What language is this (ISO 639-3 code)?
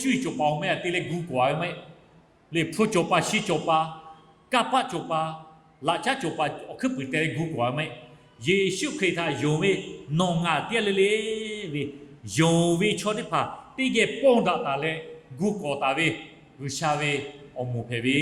lhu